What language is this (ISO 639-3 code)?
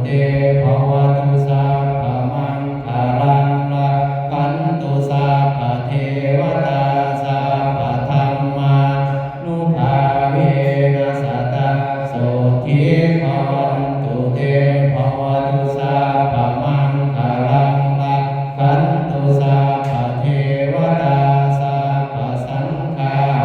pli